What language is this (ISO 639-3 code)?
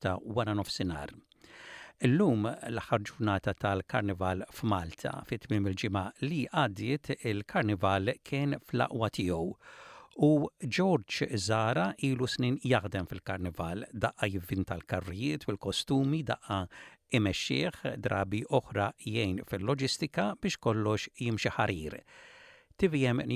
mlt